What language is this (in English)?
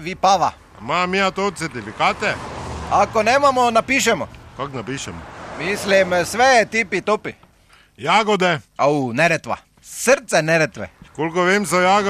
Serbian